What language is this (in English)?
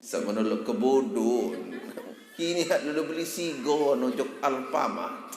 Sasak